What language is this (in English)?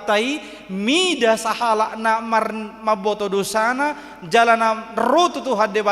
Batak Toba